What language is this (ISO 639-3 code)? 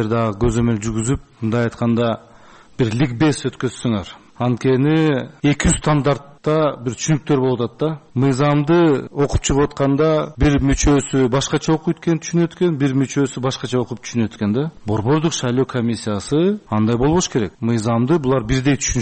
kir